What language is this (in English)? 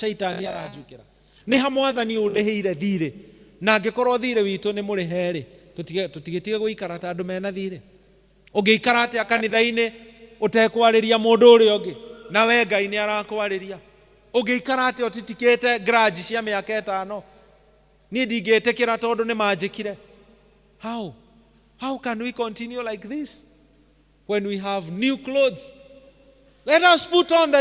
Kikuyu